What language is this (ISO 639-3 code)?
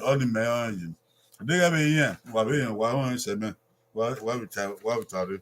bin